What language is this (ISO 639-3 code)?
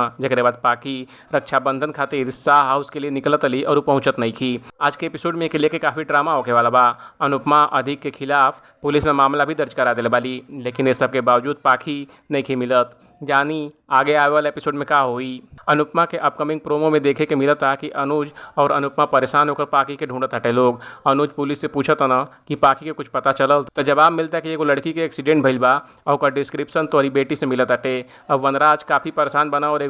bho